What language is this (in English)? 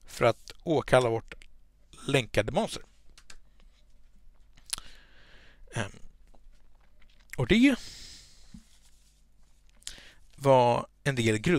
Swedish